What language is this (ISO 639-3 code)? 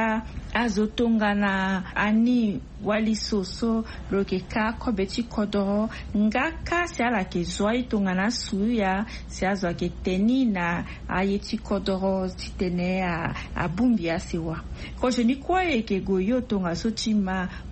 sag